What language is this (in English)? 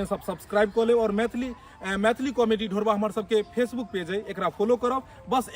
Maithili